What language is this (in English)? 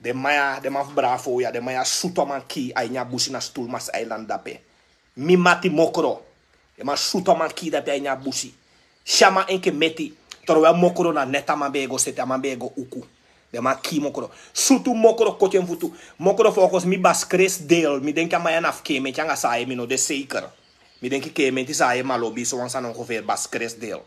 Sranan Tongo